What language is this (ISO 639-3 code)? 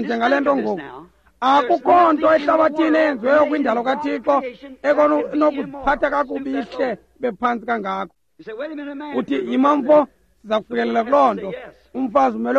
xho